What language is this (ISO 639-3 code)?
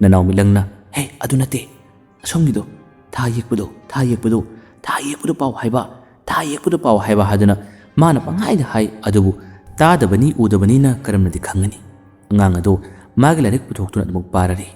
mni